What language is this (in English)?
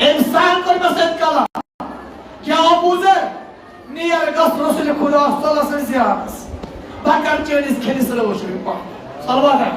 Kashmiri